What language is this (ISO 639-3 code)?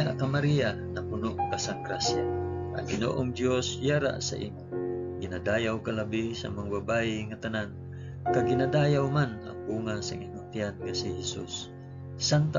hil